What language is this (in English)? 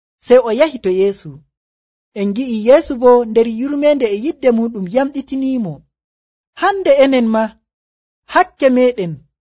Nigerian Fulfulde